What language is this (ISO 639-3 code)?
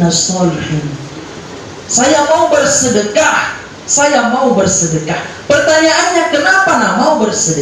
ind